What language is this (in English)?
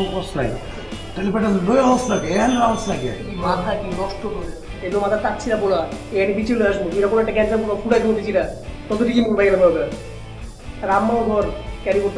Bangla